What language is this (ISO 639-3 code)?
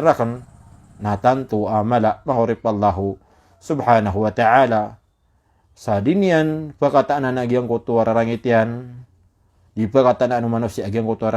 mrw